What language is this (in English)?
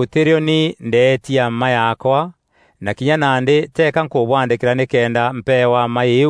Meru